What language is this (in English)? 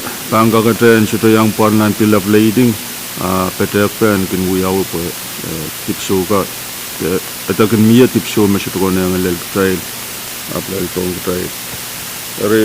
Pohnpeian